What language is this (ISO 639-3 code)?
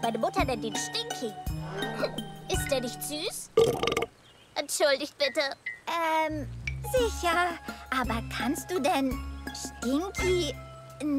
deu